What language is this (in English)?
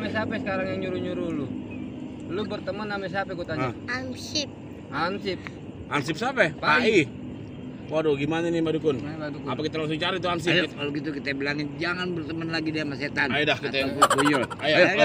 Betawi